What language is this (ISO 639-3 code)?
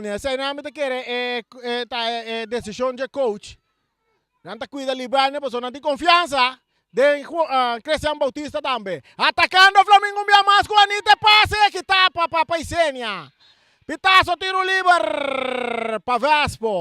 pap